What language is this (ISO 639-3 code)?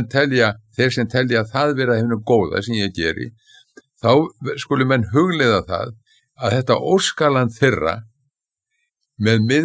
isl